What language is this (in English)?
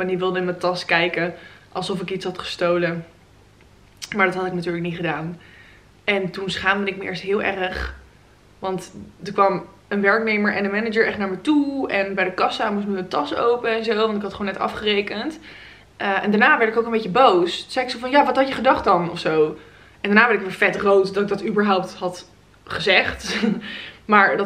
Dutch